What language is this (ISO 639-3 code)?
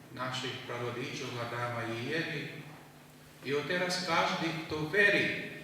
rue